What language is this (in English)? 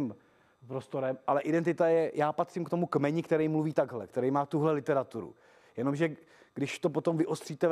Czech